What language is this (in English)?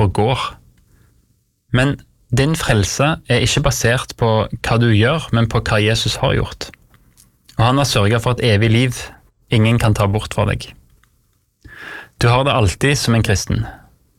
Norwegian